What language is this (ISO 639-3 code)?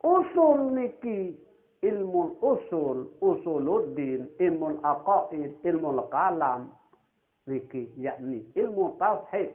sas